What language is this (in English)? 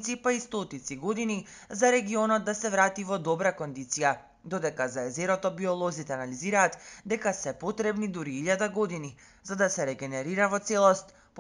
Macedonian